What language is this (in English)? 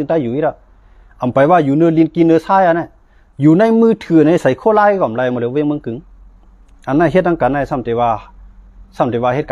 Shan